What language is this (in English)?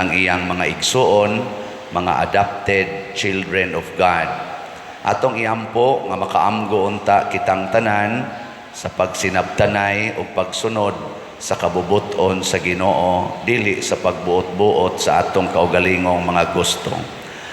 Cebuano